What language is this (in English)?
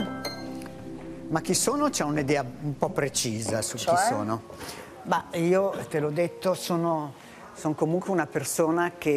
Italian